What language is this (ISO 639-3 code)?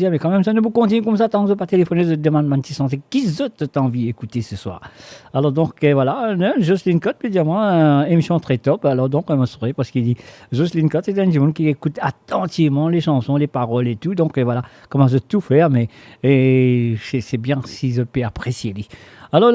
mfe